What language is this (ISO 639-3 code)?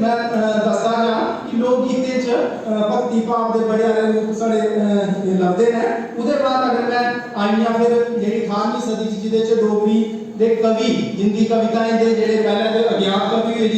doi